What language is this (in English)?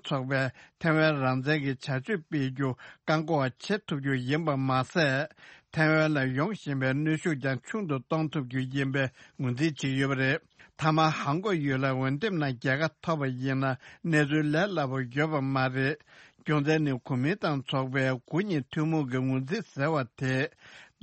Tibetan